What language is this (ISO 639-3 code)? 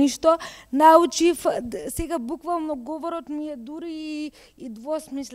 mkd